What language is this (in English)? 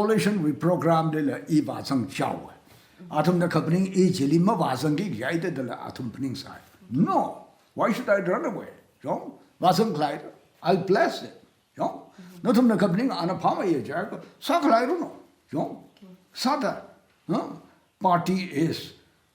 Tangkhul Naga (India)